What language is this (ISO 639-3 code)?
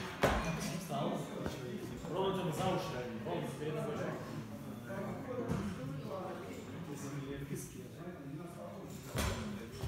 rus